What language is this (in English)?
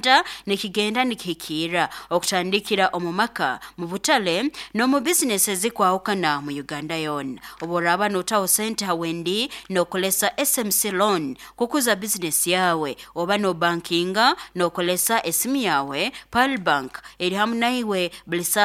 Nyoro